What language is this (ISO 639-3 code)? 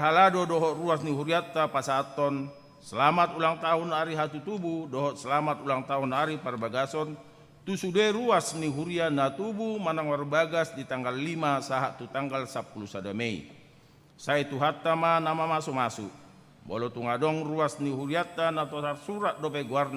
bbc